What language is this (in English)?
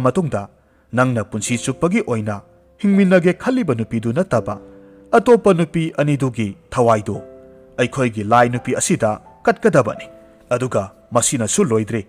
Manipuri